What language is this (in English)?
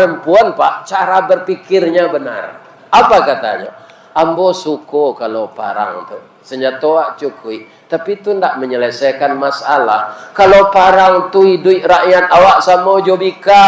Minangkabau